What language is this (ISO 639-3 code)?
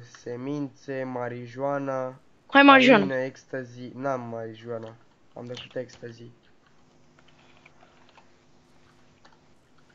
ron